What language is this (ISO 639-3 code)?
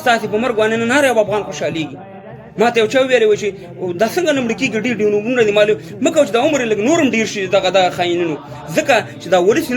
pus